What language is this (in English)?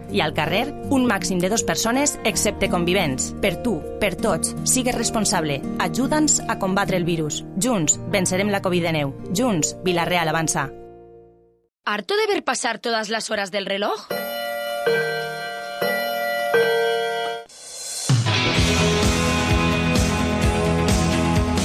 Catalan